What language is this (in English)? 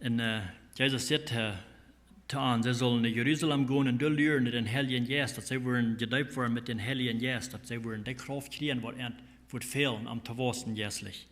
Plautdietsch